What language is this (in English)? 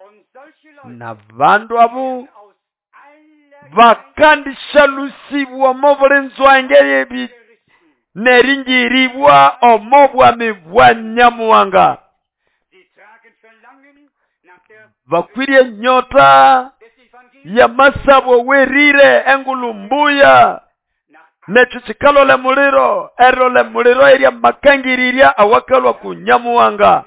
Nande